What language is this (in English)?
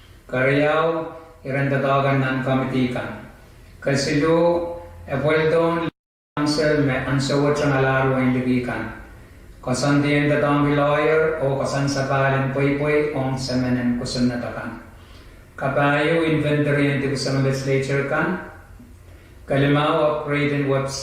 Pohnpeian